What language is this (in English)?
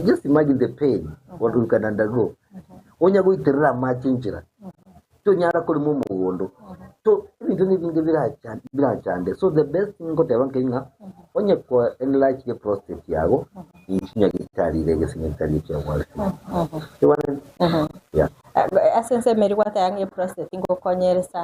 Gusii